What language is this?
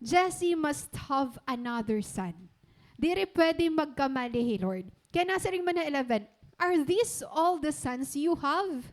Waray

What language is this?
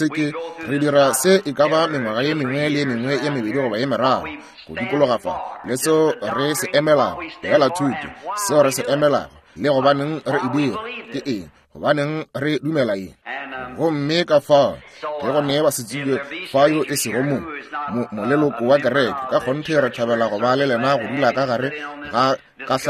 Northern Sotho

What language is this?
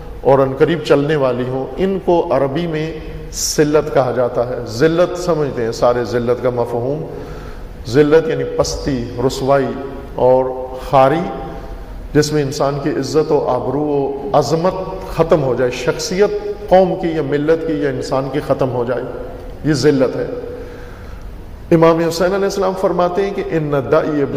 Urdu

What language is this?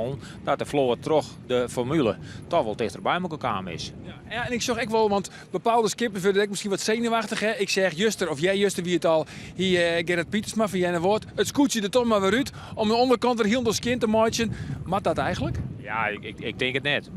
Western Frisian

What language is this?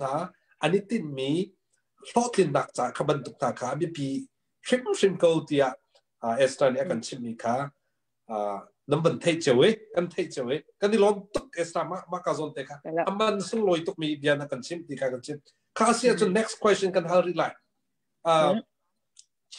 Hakha Chin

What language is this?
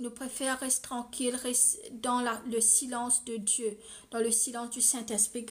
Morisyen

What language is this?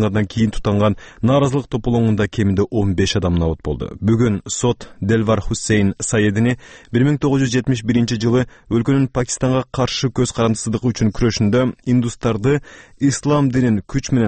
Kyrgyz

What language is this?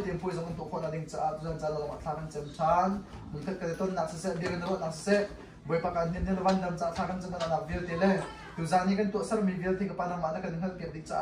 Hakha Chin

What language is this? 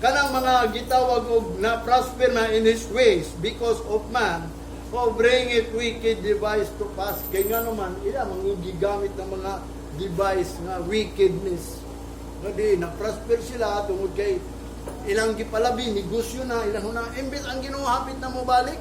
Cebuano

